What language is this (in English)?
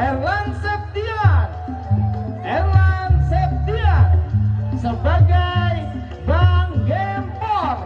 Betawi